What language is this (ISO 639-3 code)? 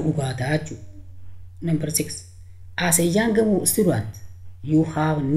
orm